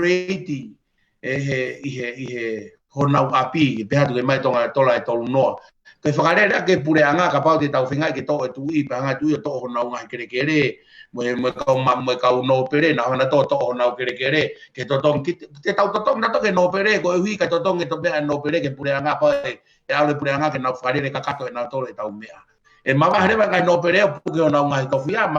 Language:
Tongan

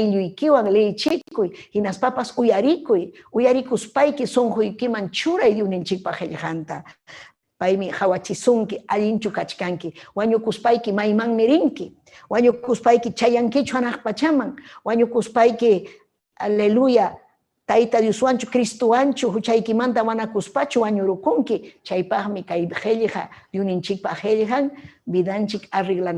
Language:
Ayacucho Quechua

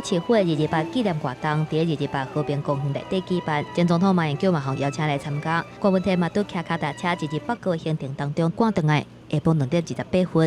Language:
Min Nan Chinese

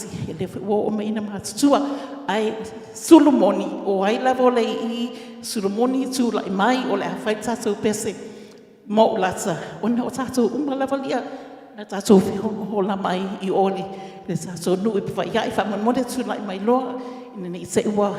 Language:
Samoan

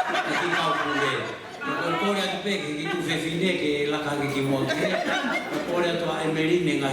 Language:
Tongan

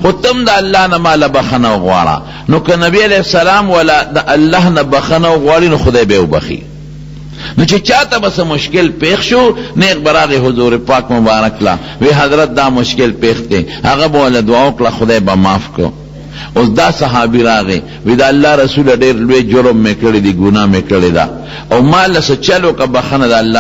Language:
Pashto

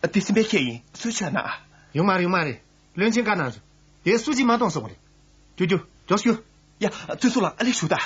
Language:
Tibetan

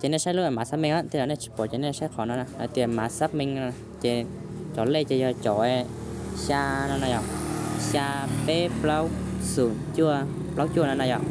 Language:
Hmong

